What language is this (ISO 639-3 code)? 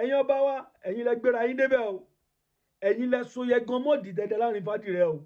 yor